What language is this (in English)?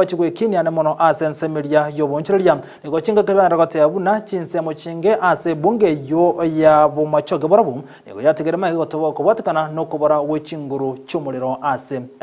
Gusii